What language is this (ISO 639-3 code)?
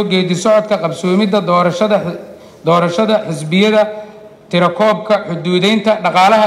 som